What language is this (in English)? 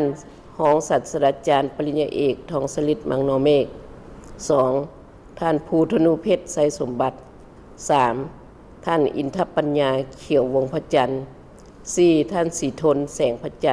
Lao